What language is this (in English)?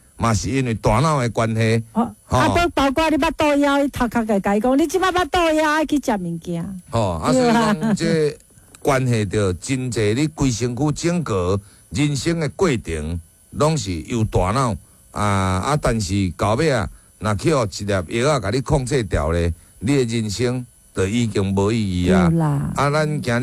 Min Nan Chinese